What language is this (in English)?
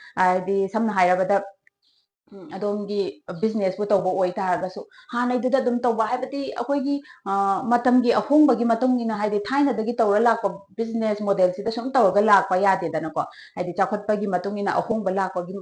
Manipuri